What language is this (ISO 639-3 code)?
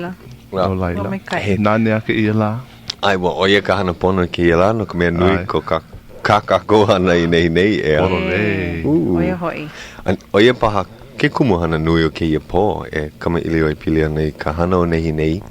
haw